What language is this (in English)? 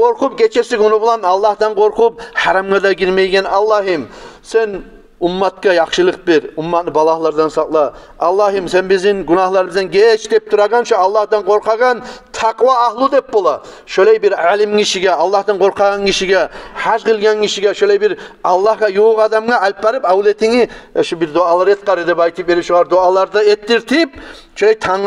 Kumyk